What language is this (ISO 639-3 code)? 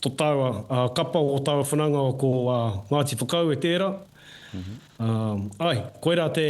mri